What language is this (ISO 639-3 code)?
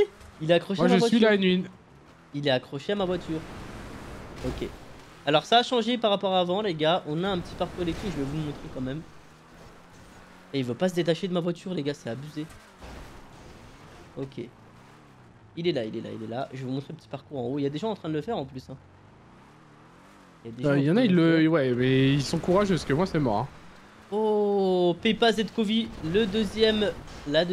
fra